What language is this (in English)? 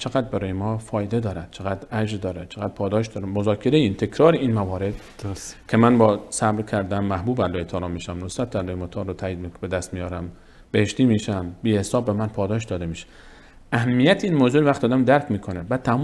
Persian